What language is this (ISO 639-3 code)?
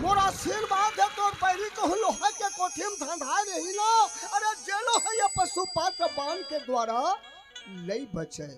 hne